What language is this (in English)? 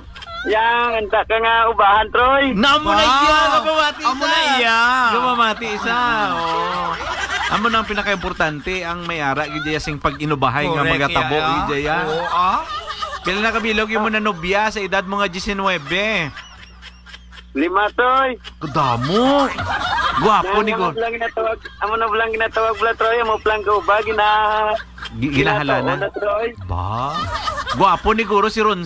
Hiligaynon